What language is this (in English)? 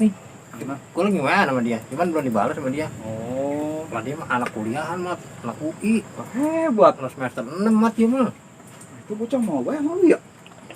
Betawi